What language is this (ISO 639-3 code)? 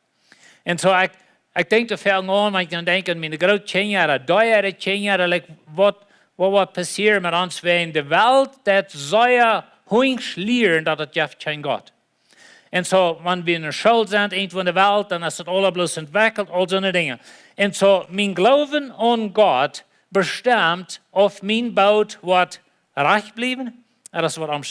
pdt